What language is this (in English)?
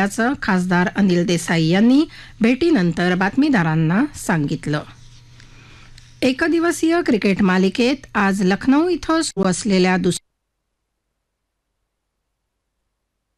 Marathi